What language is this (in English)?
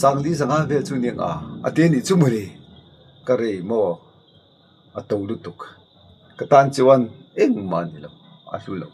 Mizo